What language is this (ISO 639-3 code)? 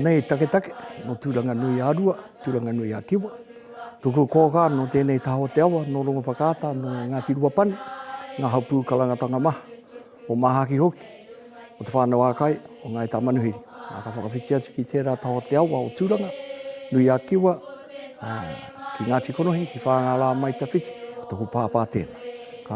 mri